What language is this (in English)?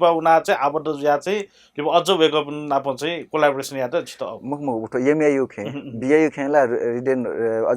Newari